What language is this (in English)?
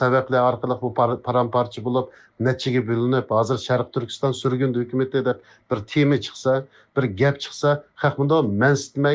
Uyghur